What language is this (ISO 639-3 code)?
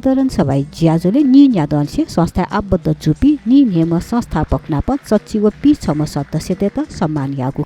new